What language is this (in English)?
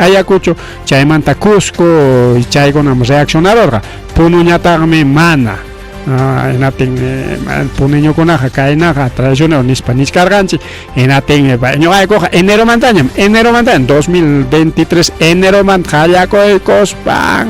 Ayacucho Quechua